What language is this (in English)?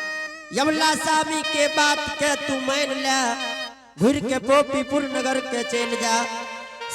Angika